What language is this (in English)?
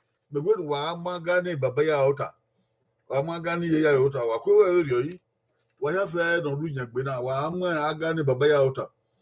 Bini